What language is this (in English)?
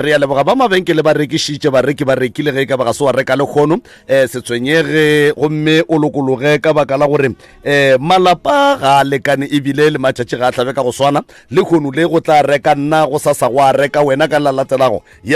Northern Sotho